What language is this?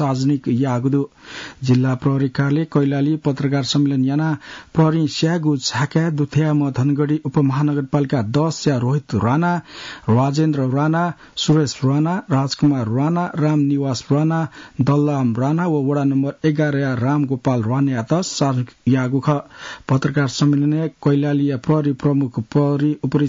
Newari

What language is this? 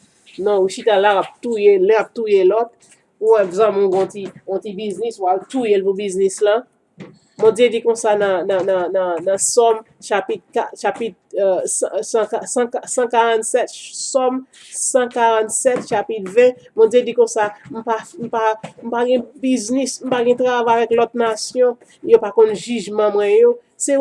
Haitian Creole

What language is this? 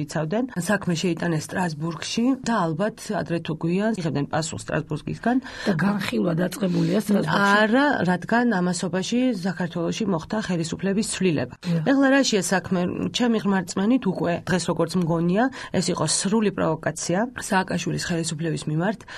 Georgian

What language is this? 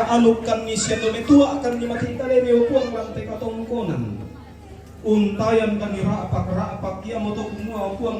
Toraja-Sa'dan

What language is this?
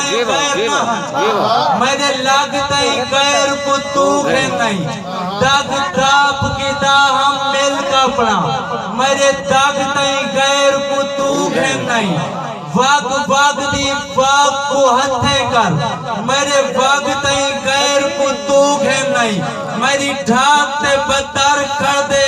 Saraiki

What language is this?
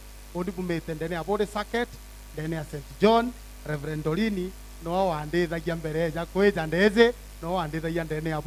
Meru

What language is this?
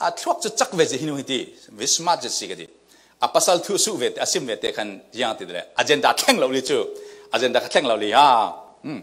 Falam Chin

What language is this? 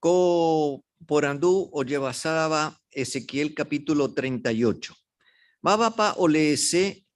Guarani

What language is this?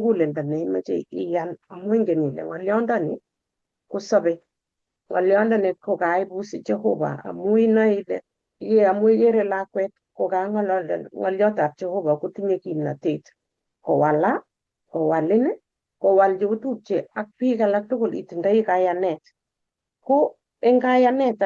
Kalenjin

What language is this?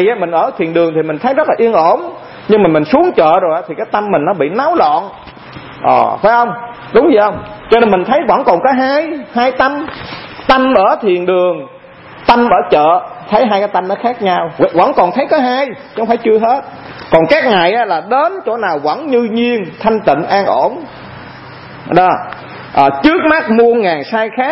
Vietnamese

